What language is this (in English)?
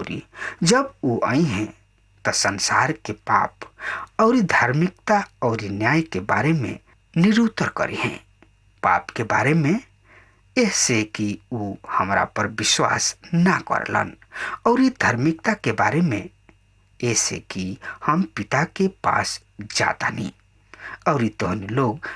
Bhojpuri